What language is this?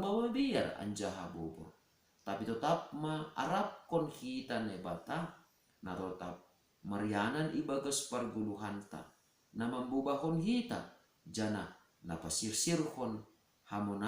Batak Simalungun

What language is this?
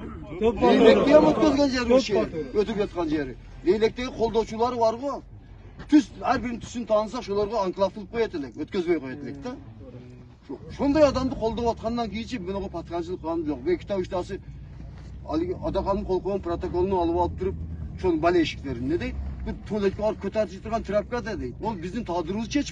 Kyrgyz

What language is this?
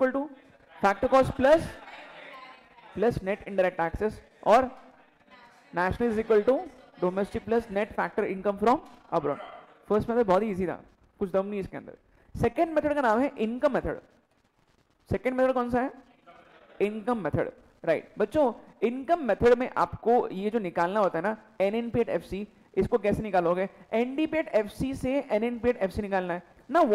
Hindi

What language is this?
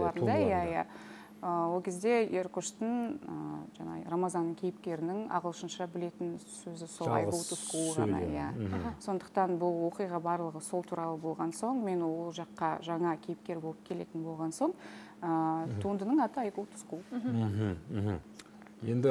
Kazakh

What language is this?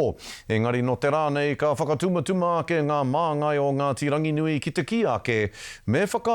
Māori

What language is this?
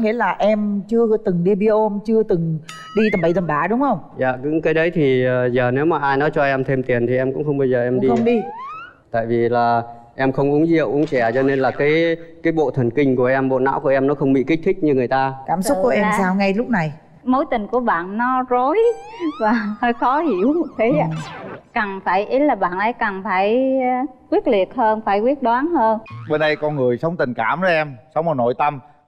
Vietnamese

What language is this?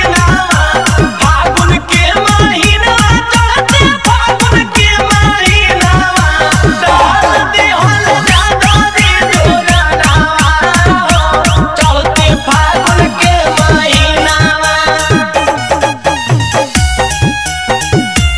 Bhojpuri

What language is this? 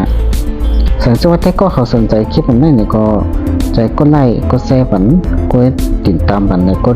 Shan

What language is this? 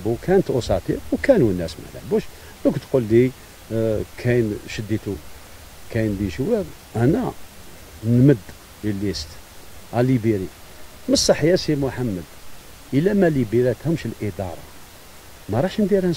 Algerian Arabic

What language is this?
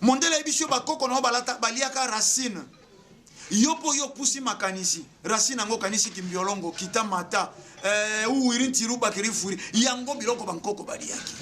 Lingala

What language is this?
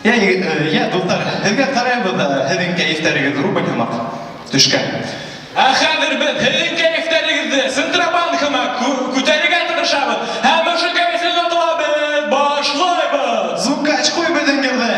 Bashkir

